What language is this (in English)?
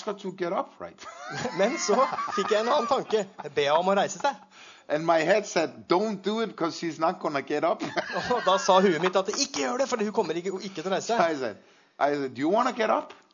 Norwegian